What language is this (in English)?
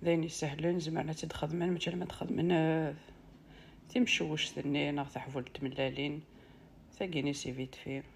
Kabyle